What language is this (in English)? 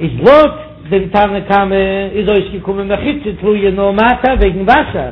Yiddish